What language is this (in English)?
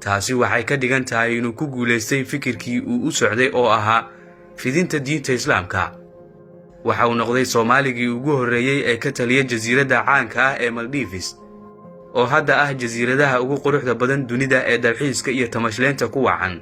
Somali